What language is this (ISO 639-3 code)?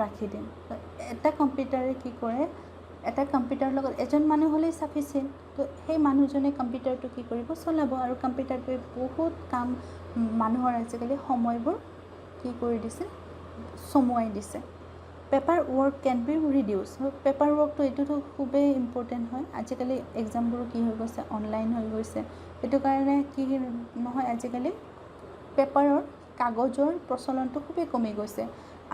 asm